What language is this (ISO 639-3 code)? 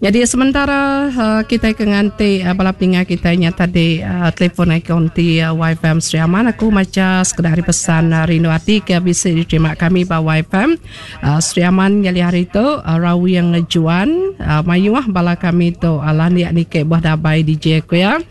iba